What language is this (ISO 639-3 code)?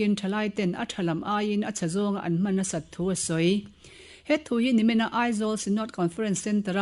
lus